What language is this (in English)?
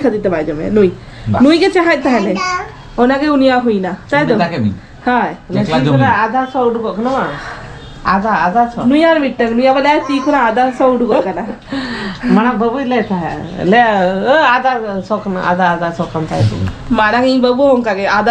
Santali